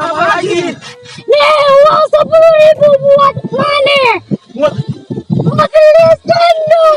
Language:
Betawi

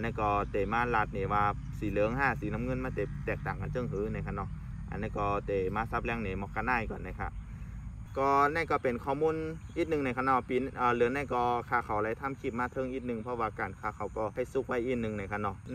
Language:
Shan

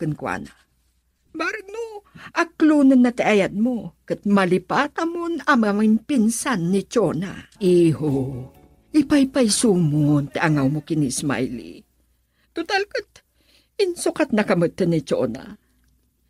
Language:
Iloko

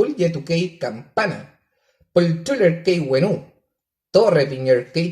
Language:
Mapuche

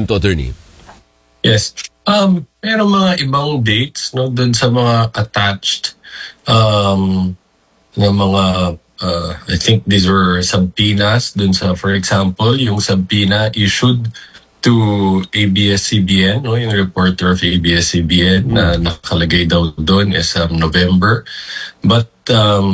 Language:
Filipino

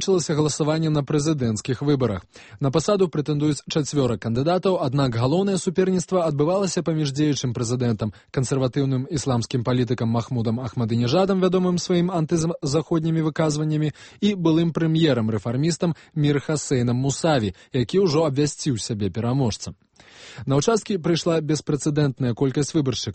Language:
Belarusian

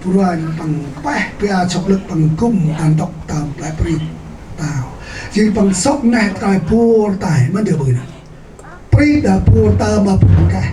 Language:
Central Mnong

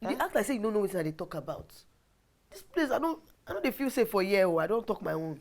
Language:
Nigerian Pidgin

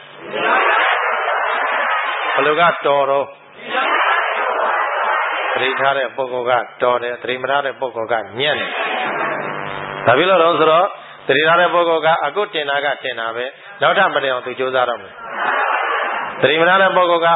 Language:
Burmese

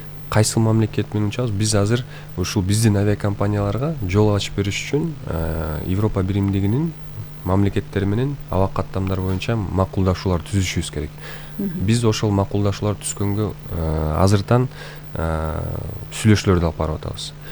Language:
Kyrgyz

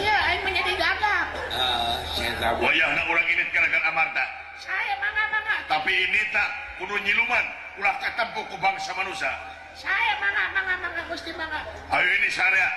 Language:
Sundanese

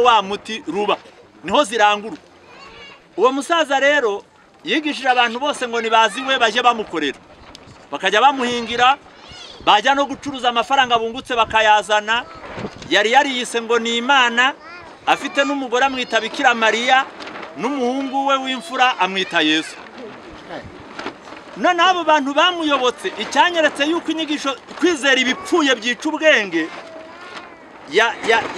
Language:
Kinyarwanda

